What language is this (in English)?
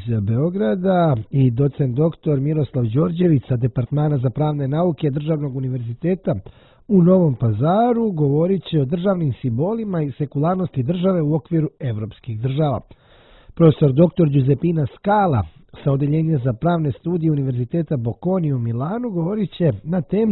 Serbian